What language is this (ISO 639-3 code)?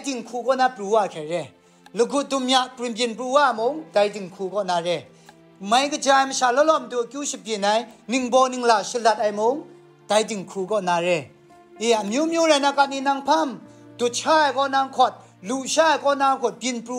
kac